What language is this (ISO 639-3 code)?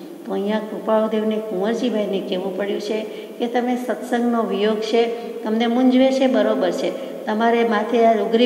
guj